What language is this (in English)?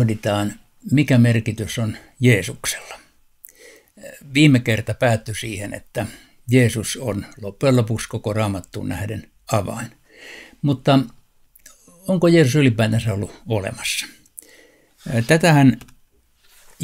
Finnish